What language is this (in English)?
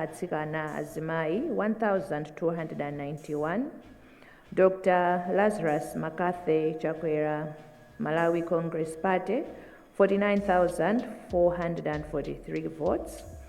Nyanja